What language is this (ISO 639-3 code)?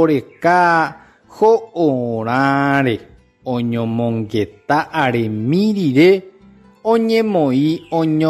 grn